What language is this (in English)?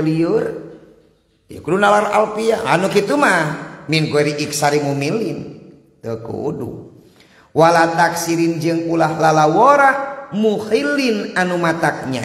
Sundanese